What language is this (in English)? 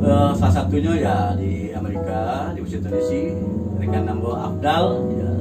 Minangkabau